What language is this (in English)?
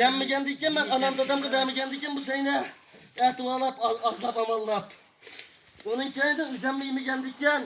Uyghur